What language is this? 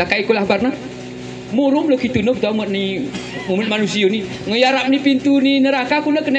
Gayo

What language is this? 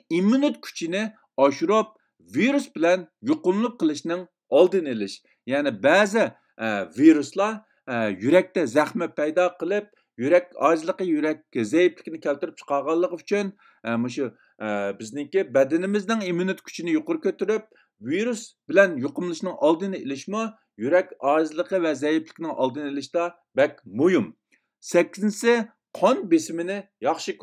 Uyghur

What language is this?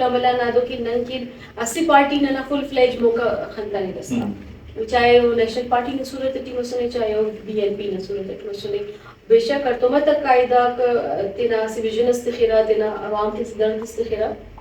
Brahui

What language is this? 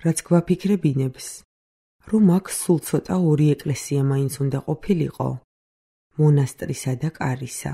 Georgian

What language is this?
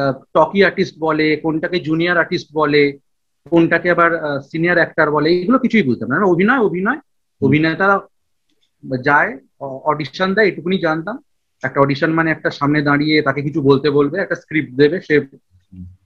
Bangla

